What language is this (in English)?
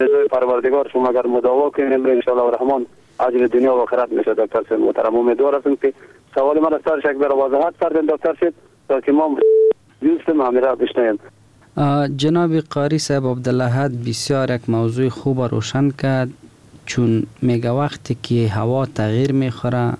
Persian